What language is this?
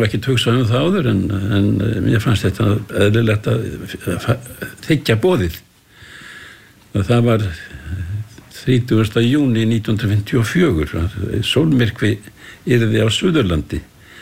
Icelandic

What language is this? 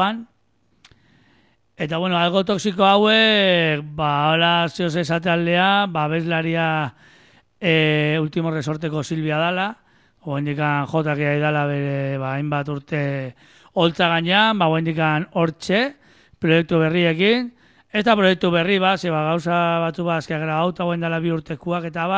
Basque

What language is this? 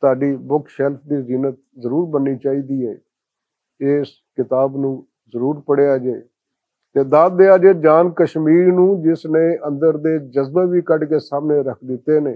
Western Panjabi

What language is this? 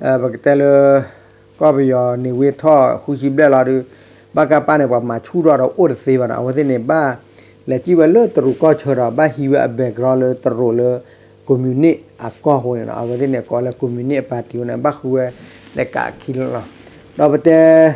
S'gaw Karen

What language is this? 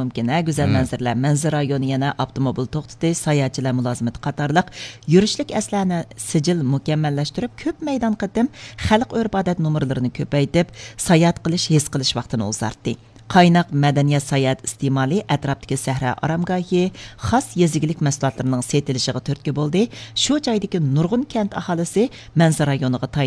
Uyghur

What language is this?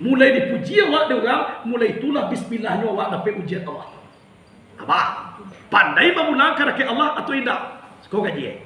Minangkabau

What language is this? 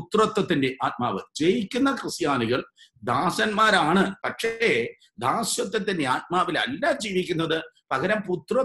Malayalam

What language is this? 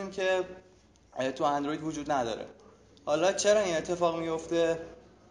Persian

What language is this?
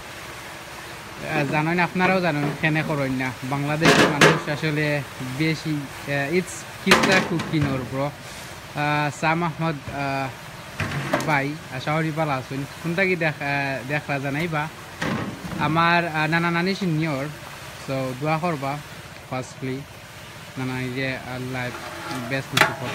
Sylheti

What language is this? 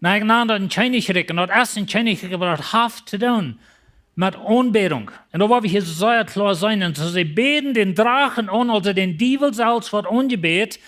Plautdietsch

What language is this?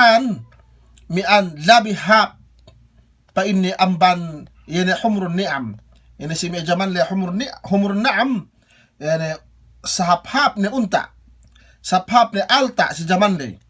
Yakan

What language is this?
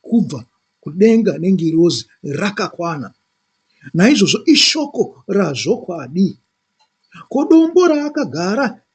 Shona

